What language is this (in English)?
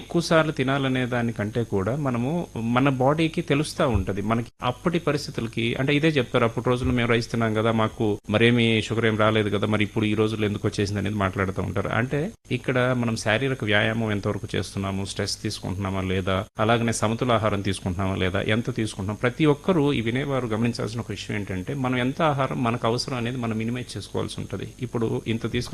Telugu